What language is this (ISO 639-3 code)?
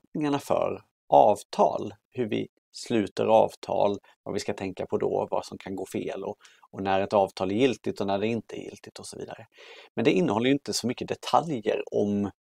swe